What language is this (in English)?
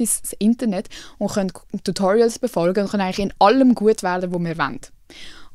Swiss German